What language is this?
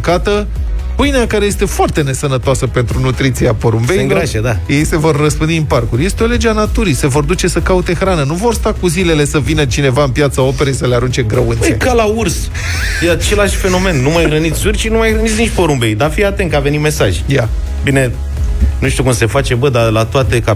Romanian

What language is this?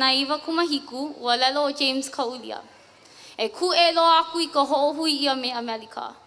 Hawaiian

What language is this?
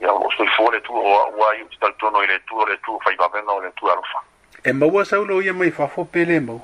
Samoan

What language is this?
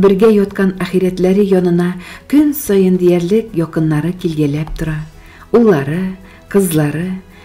Tatar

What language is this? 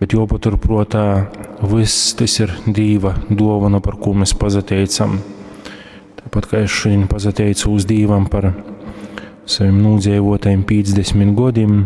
Latgalian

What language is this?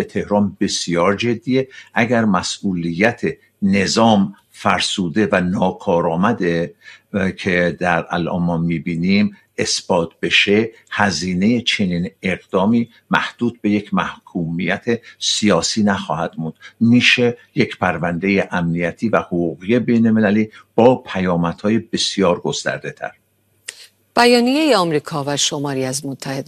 Persian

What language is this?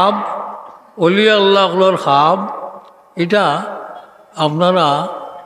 Sylheti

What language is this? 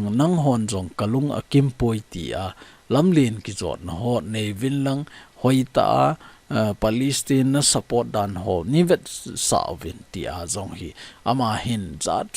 Thado Chin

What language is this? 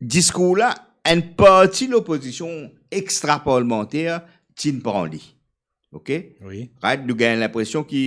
Morisyen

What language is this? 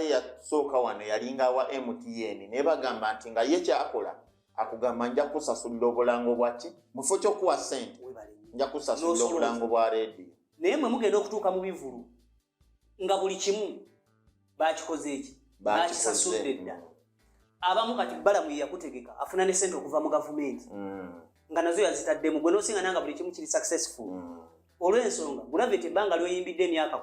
Ganda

